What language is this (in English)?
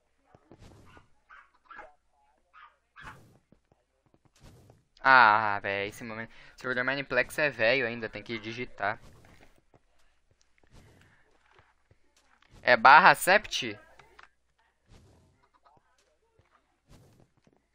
Portuguese